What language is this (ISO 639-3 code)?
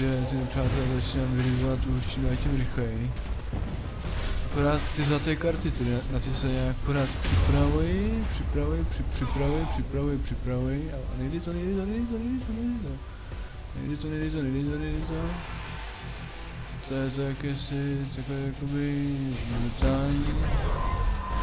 ces